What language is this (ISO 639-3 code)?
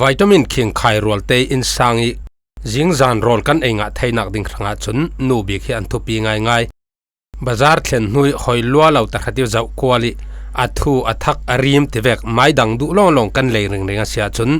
cfm